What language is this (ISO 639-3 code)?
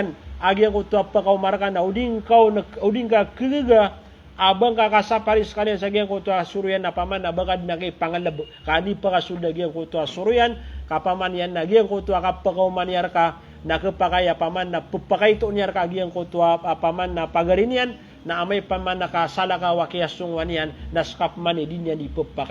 mrw